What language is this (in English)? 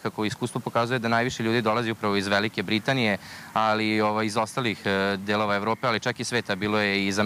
Serbian